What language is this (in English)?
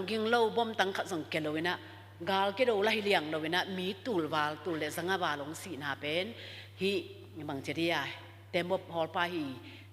Tedim Chin